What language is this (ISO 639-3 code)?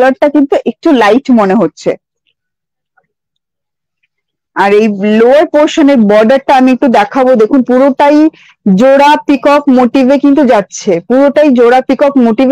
ben